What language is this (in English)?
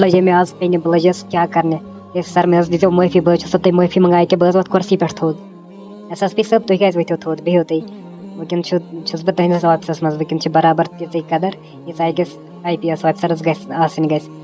Kashmiri